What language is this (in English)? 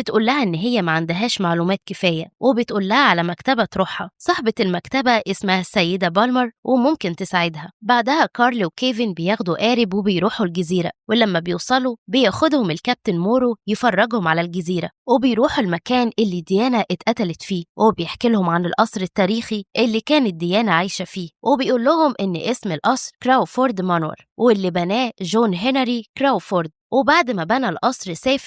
Egyptian Arabic